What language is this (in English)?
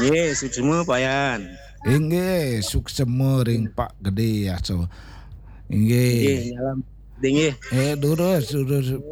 Balinese